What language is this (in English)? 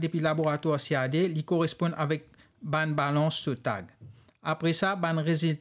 Morisyen